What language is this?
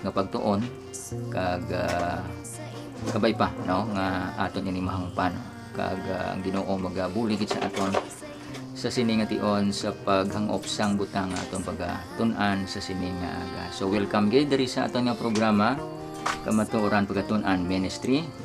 Hiligaynon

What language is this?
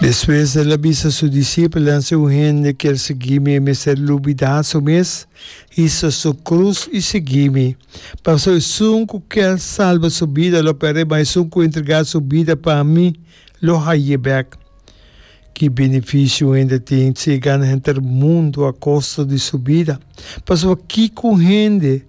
Papiamento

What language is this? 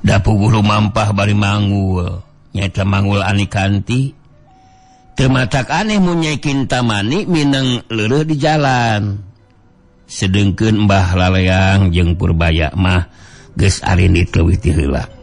Sundanese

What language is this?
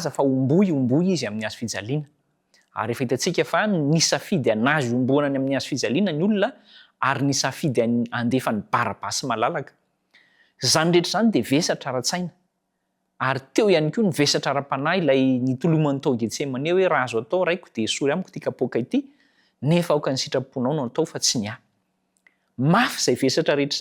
Malagasy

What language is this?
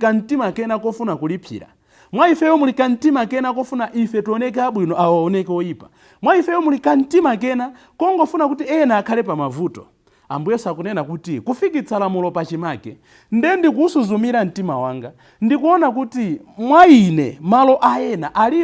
Nyanja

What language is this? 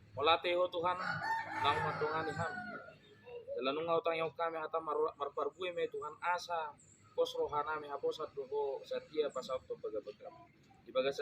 Batak Toba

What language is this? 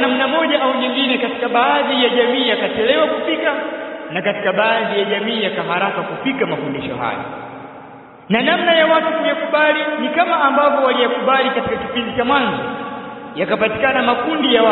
Swahili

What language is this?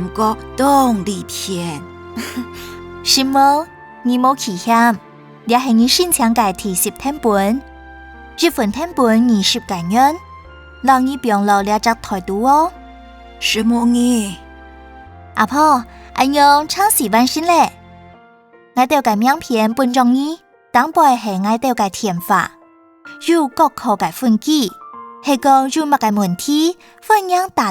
Hakka Chinese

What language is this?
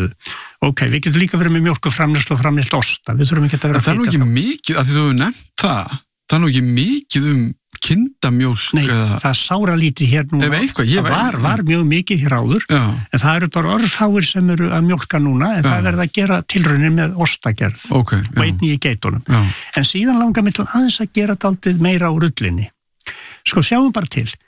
Icelandic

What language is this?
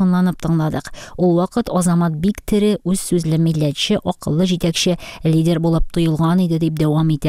Tatar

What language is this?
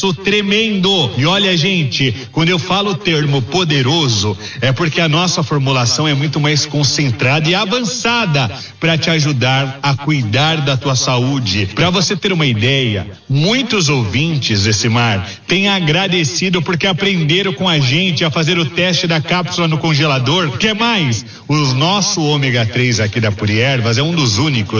Portuguese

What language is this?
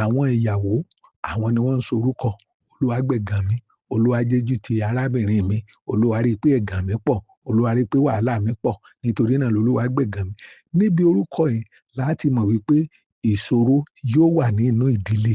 Yoruba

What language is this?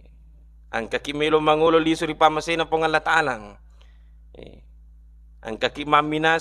Buginese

